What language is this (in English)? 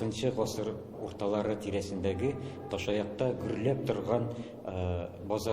Tatar